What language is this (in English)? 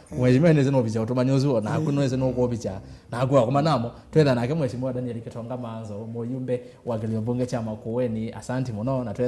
Kamba